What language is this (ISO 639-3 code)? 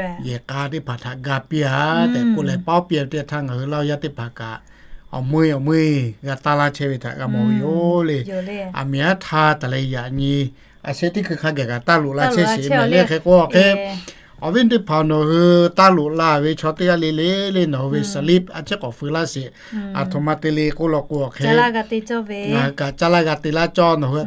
lhu